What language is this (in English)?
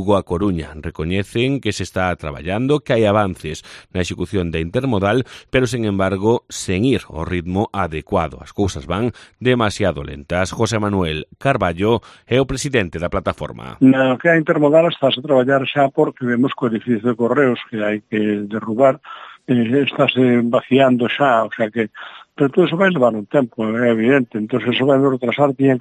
Galician